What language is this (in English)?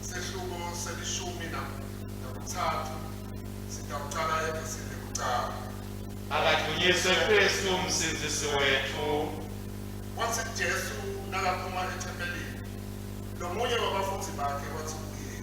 Swati